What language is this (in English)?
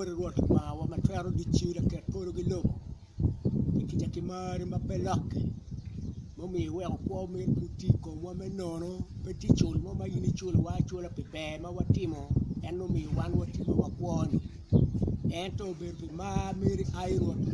Acoli